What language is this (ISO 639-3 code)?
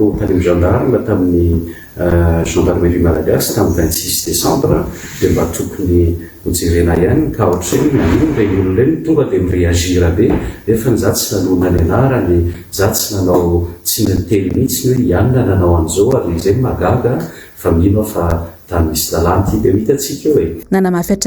mlg